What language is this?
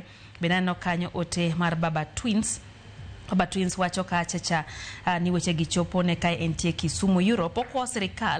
Luo (Kenya and Tanzania)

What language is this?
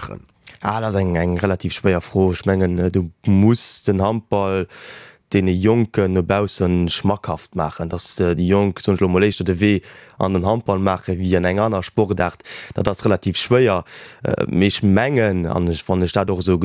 Luxembourgish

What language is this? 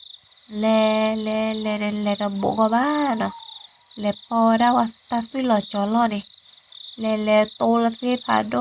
S'gaw Karen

